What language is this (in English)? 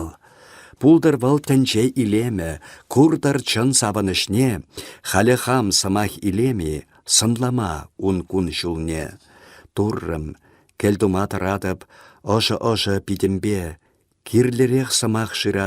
Chuvash